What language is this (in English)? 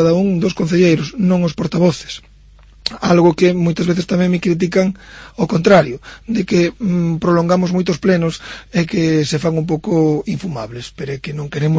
Galician